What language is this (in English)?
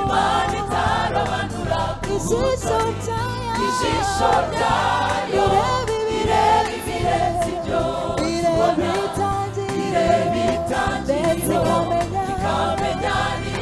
Kinyarwanda